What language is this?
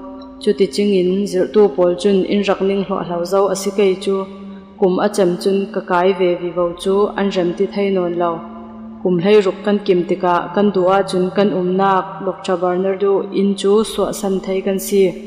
Falam Chin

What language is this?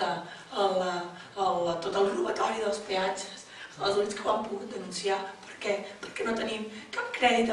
Catalan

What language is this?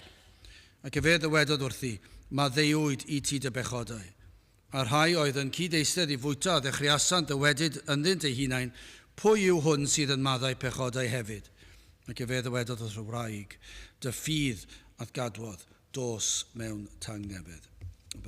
Welsh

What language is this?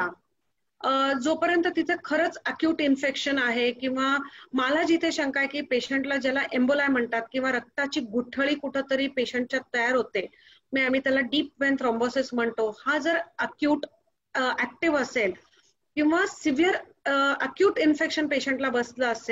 Marathi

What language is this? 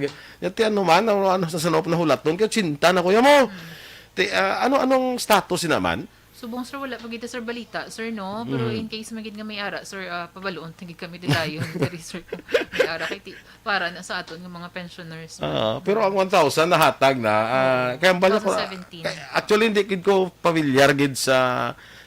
Hiligaynon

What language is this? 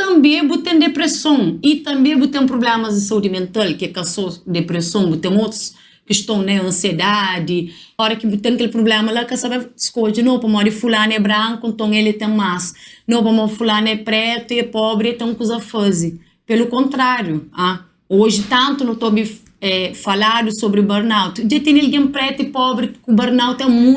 Kabuverdianu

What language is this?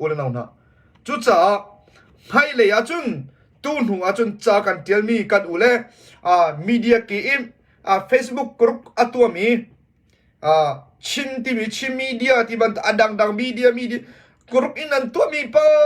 Hakha Chin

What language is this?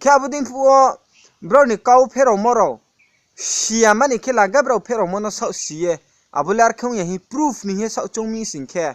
Riang (India)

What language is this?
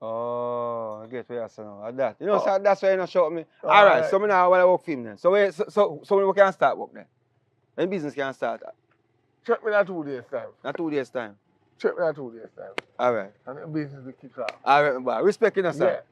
Jamaican Creole English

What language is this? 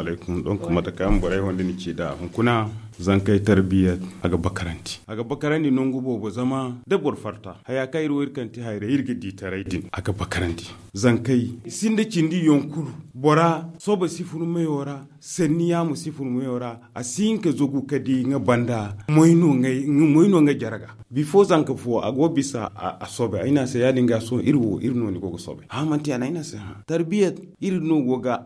Zarma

